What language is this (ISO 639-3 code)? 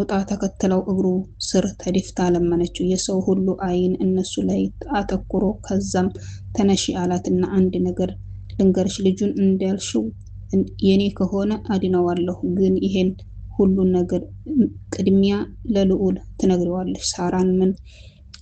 amh